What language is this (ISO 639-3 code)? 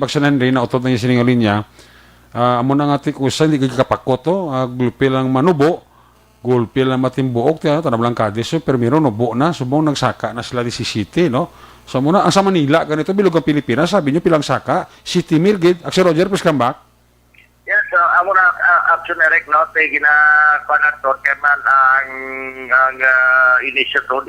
hil